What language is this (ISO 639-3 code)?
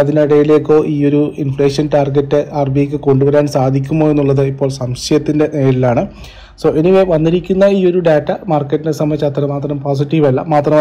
mal